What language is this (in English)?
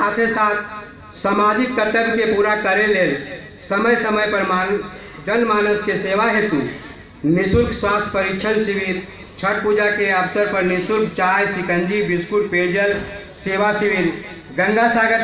Magahi